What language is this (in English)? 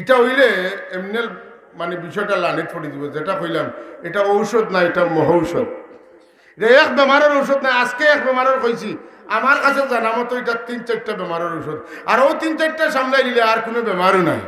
Sylheti